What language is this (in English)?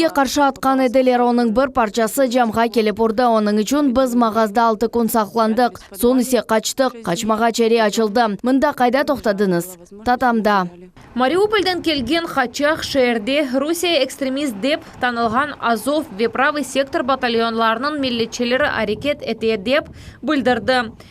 Crimean Tatar